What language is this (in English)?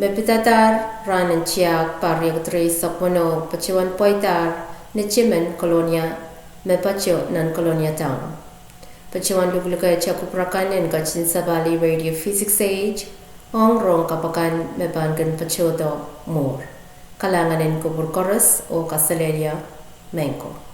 Pohnpeian